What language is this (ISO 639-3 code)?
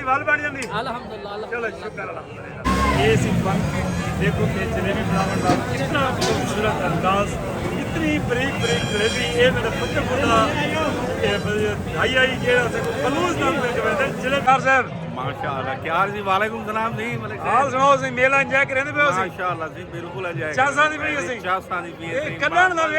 skr